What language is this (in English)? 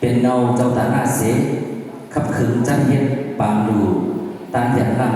Shan